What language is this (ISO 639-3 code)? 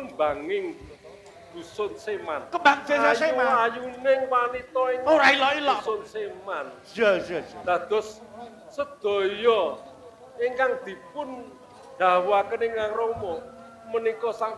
jav